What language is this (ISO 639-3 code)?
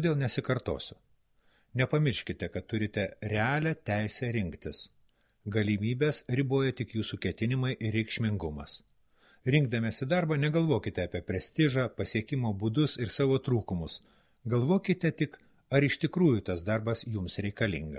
lit